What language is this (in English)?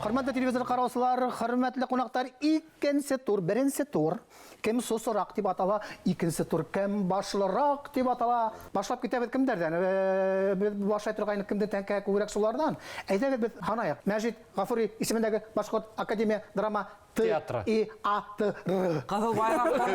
Bashkir